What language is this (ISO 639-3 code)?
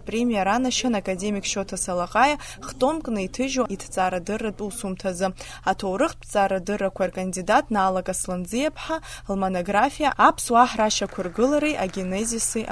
abk